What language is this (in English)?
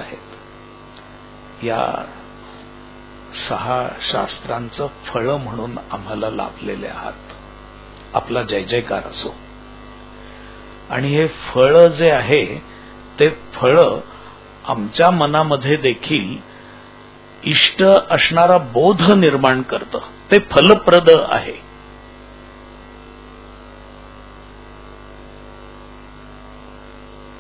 Marathi